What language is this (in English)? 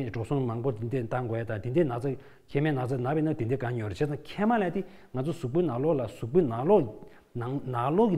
Tibetan